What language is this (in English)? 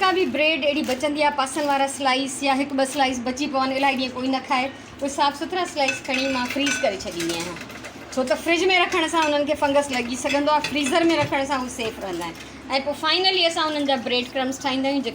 Sindhi